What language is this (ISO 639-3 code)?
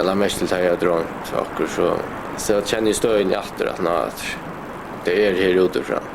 fao